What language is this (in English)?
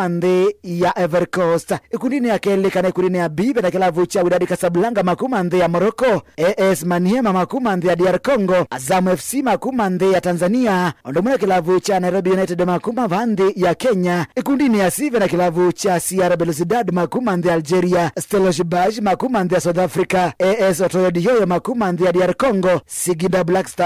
Kamba